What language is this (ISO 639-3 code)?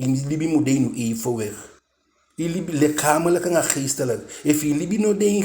djk